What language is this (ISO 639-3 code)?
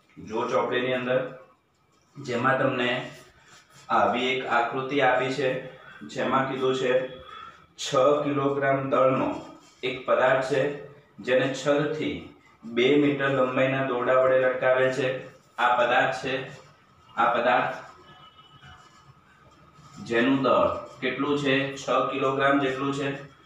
guj